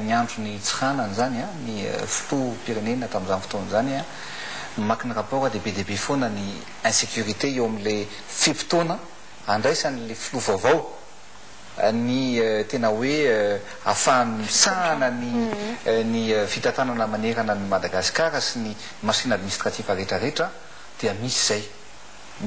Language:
Malagasy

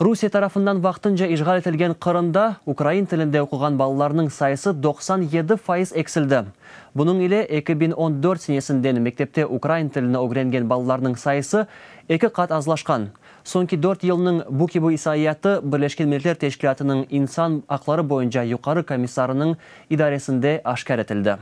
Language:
Crimean Tatar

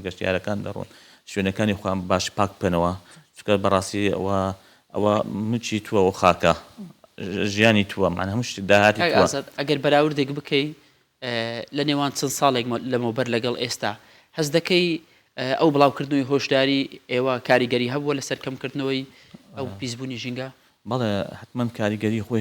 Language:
Central Kurdish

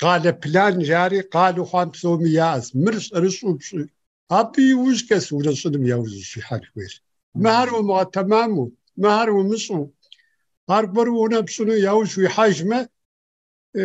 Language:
Kabardian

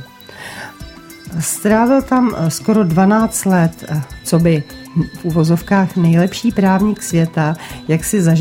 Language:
Czech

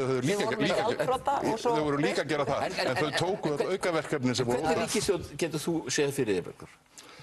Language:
Icelandic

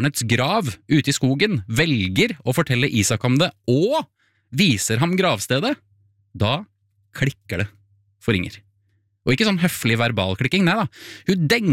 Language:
Norwegian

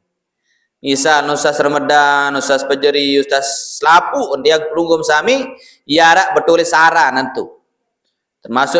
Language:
Sasak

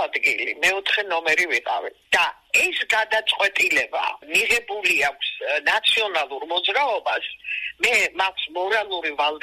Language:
Georgian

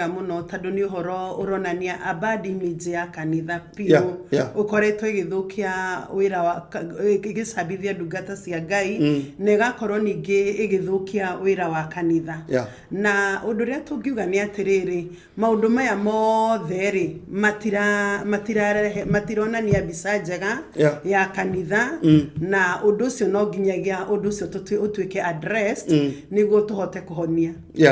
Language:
Kikuyu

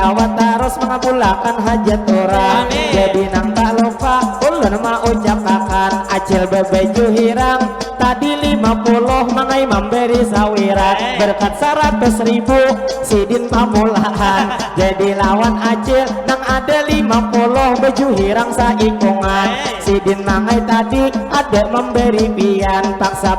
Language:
Banjar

